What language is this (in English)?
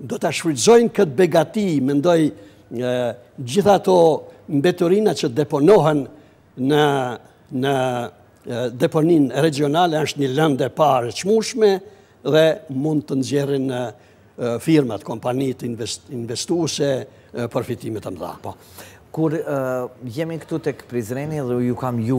Albanian